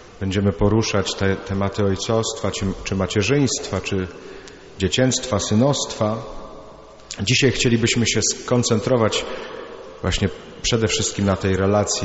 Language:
Polish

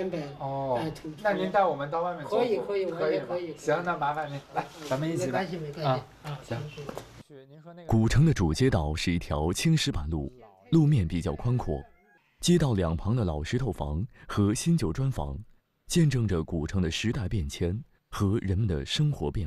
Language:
Chinese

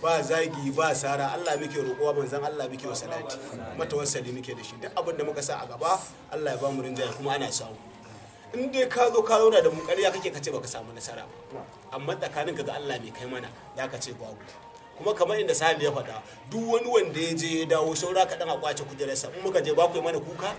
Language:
Hausa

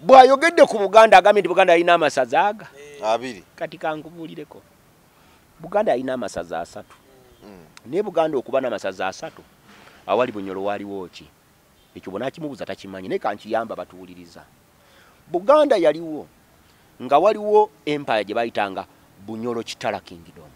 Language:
Ganda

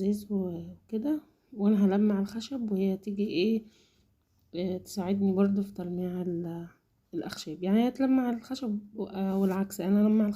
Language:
Egyptian Arabic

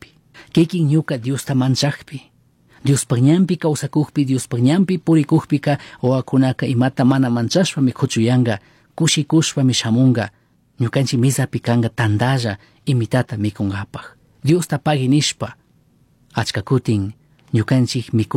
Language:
Chimborazo Highland Quichua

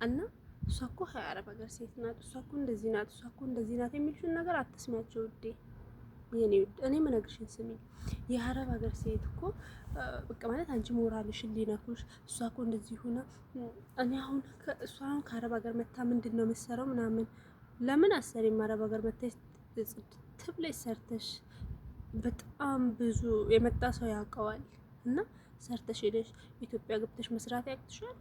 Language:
Amharic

